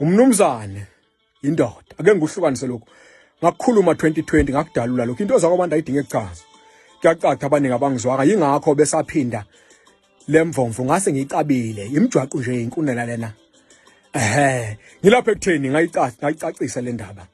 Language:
Zulu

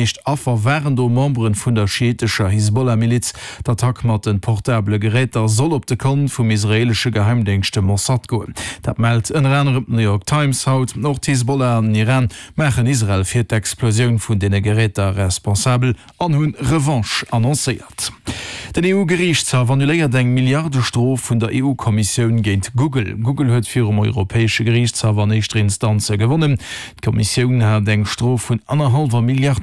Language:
Luxembourgish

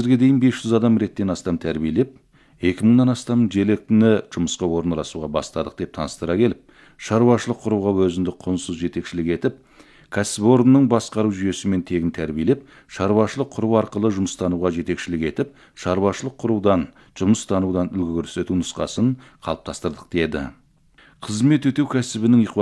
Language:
Kazakh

